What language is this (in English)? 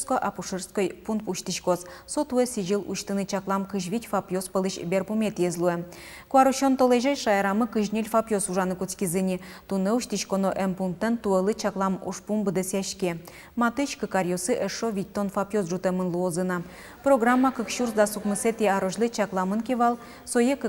Udmurt